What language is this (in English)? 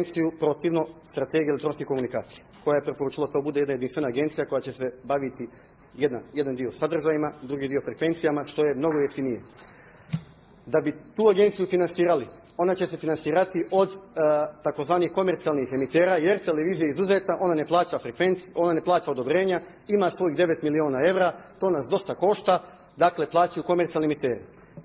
Serbian